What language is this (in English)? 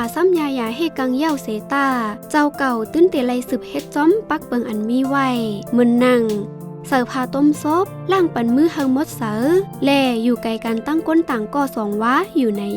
Shan